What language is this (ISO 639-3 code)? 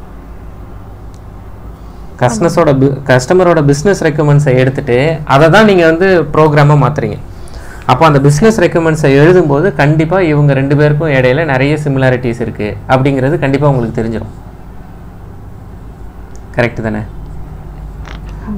tam